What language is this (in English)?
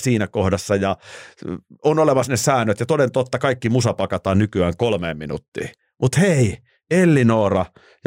Finnish